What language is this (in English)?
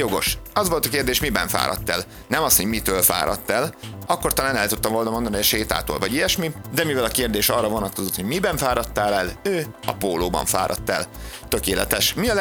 Hungarian